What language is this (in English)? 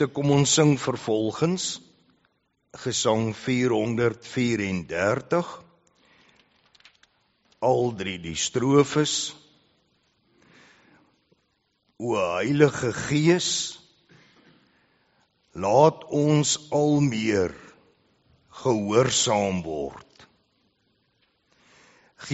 Afrikaans